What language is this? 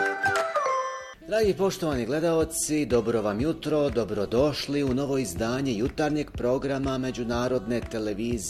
Bosnian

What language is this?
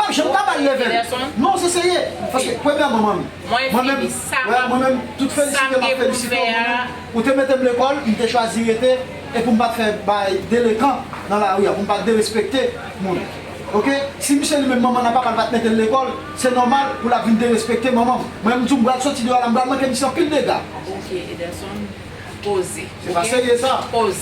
Haitian Creole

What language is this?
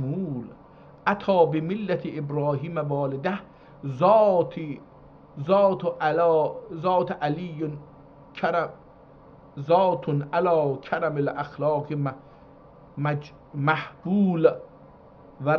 South Azerbaijani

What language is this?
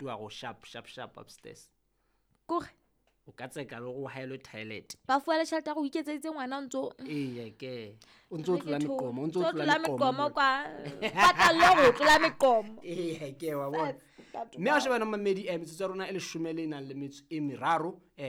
Southern Sotho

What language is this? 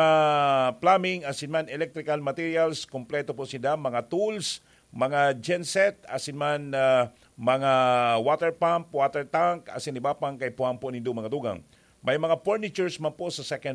Bikol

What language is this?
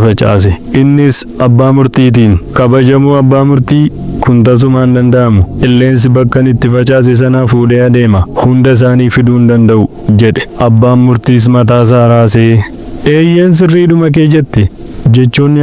Oromo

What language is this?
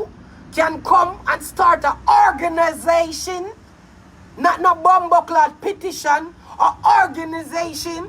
Jamaican Creole English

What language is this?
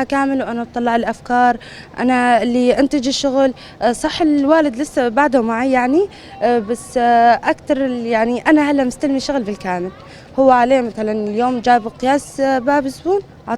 North Levantine Arabic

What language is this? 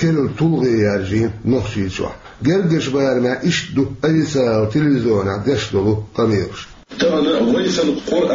Chechen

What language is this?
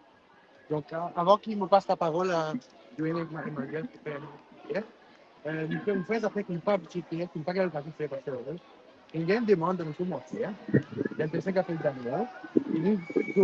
Morisyen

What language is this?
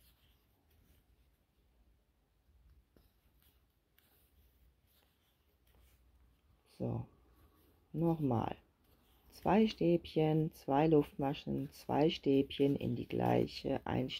German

